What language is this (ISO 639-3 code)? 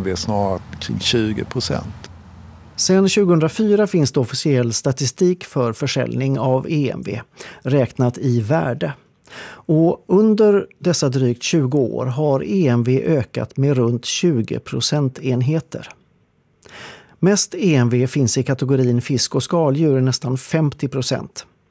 swe